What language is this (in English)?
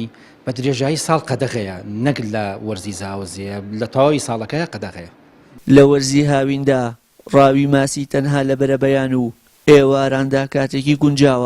Central Kurdish